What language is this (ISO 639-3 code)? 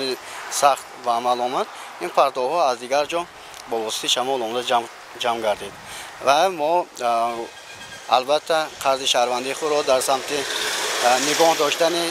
tgk